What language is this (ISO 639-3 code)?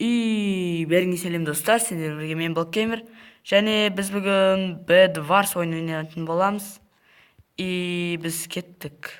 kaz